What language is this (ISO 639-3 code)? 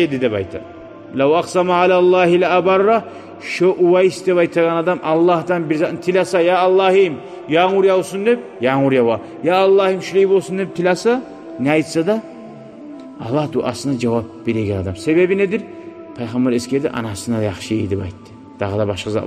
kum